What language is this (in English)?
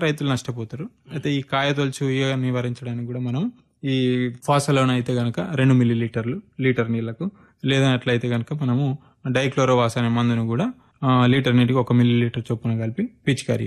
Telugu